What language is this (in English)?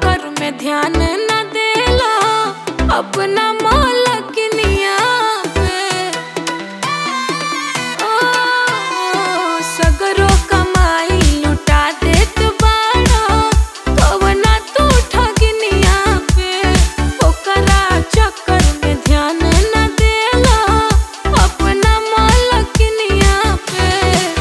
Bhojpuri